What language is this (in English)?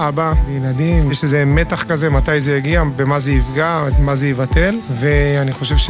Hebrew